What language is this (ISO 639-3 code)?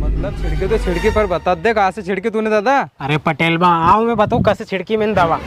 raj